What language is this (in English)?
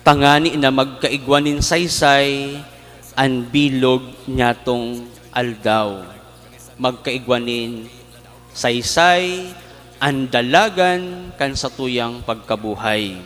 Bikol